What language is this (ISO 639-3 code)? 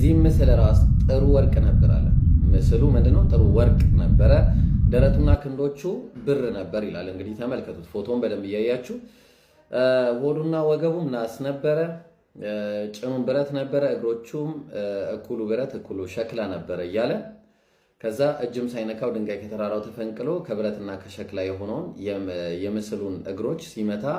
amh